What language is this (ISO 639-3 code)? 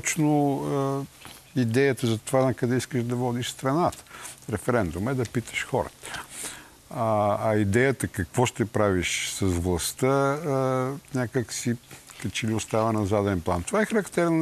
bul